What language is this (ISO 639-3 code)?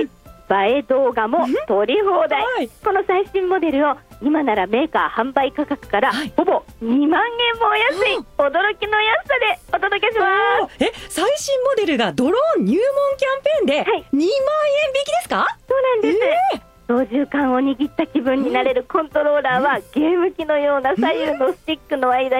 jpn